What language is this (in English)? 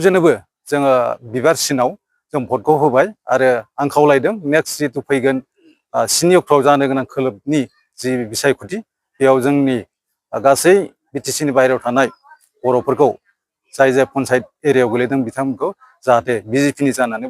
Bodo